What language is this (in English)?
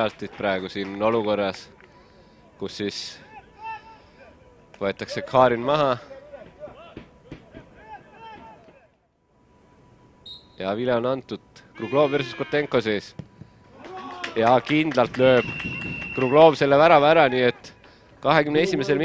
Estonian